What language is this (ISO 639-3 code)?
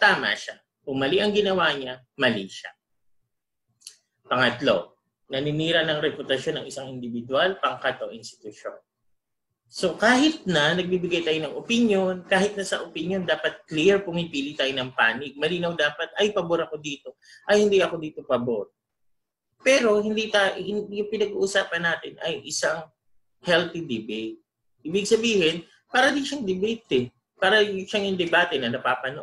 fil